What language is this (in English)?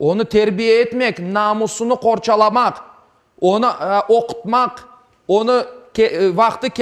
Crimean Tatar